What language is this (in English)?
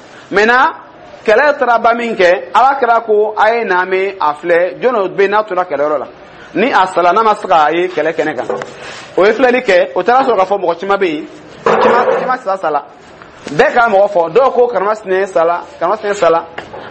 Dyula